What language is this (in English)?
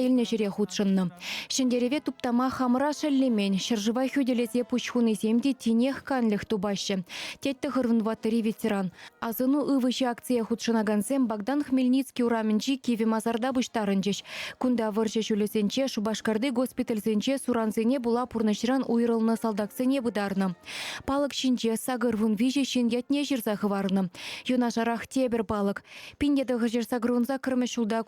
Chuvash